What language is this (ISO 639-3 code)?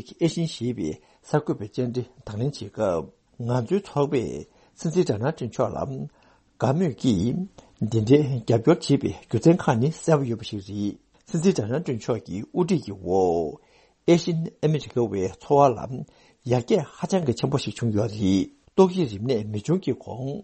bod